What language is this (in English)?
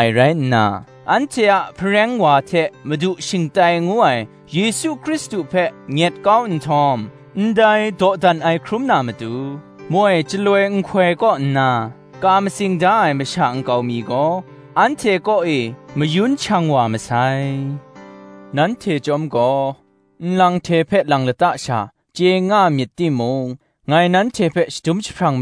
Kachin